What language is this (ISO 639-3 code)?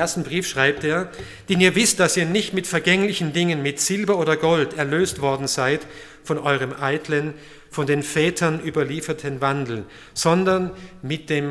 deu